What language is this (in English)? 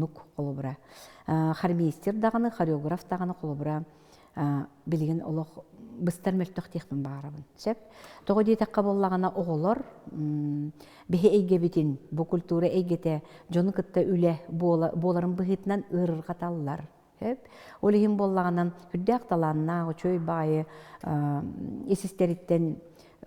Yakut